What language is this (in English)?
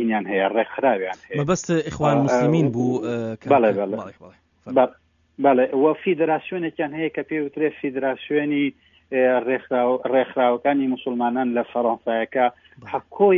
Central Kurdish